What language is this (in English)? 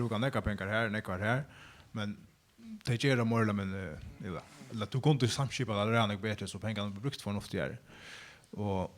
Faroese